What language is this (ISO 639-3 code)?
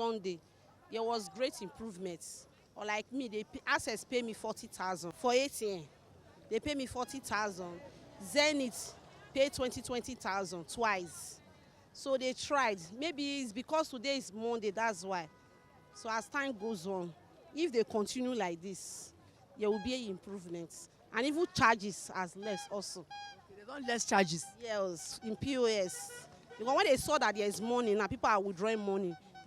pcm